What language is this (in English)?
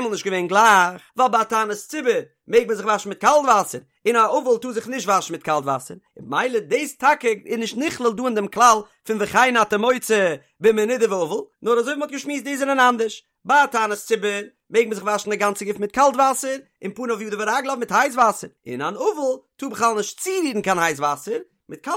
Yiddish